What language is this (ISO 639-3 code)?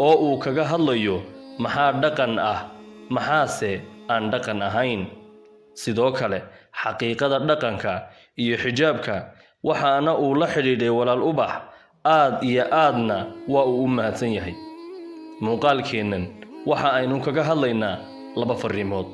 som